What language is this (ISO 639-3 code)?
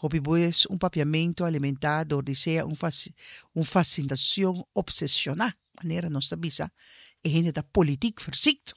pap